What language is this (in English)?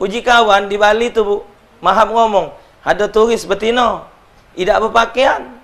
Musi